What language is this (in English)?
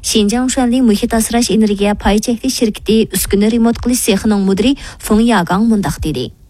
Uyghur